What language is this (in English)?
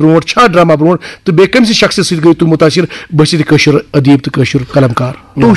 Kashmiri